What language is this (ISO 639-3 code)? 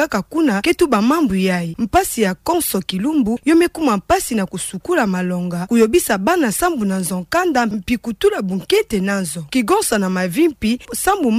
ktu